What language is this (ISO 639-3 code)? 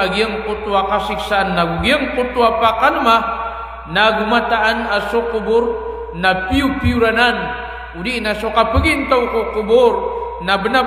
mrw